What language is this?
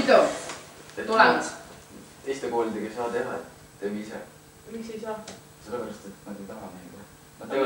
Estonian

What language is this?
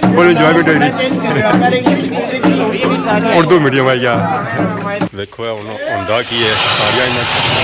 Pahari-Potwari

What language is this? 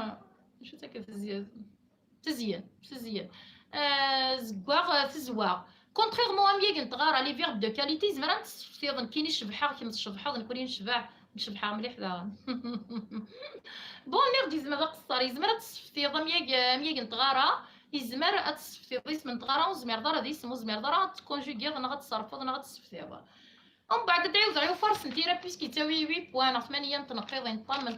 Kabyle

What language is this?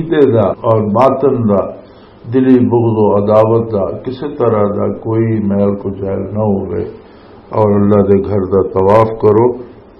Western Panjabi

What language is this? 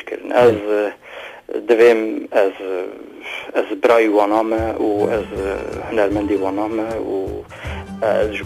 Kurdish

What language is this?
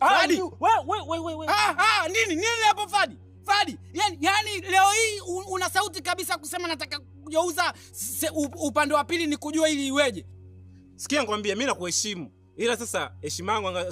Swahili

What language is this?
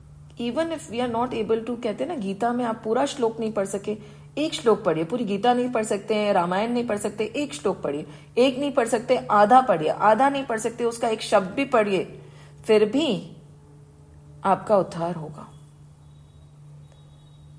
Hindi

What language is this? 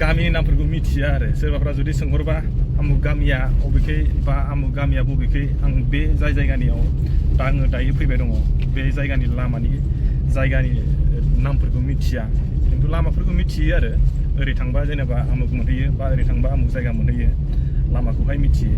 Bodo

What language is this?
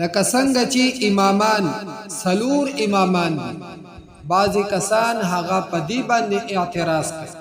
Pashto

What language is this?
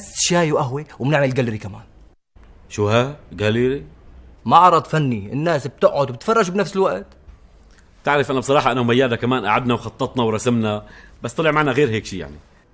North Levantine Arabic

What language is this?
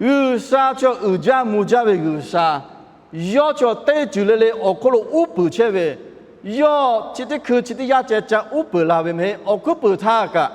Lahu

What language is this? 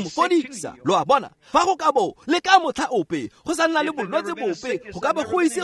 Tswana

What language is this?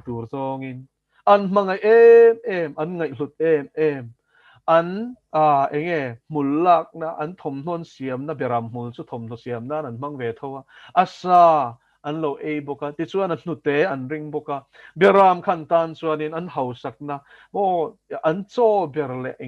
Mizo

